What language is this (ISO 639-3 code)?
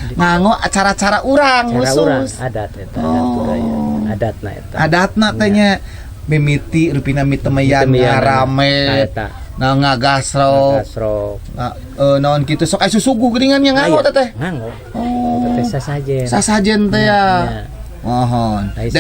sun